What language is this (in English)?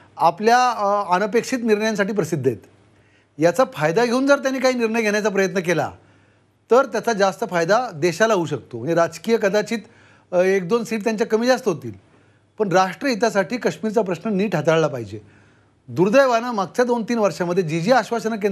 Marathi